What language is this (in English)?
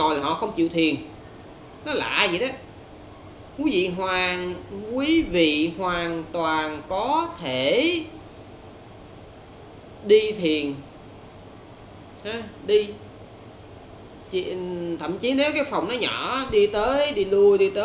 Vietnamese